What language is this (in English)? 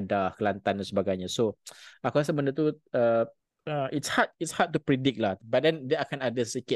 Malay